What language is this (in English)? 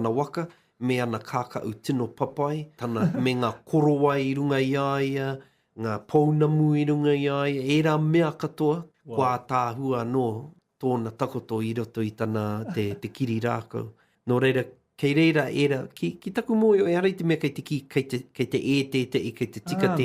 Māori